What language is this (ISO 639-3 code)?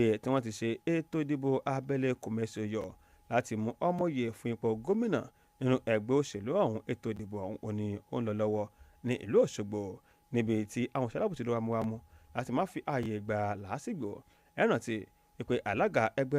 yor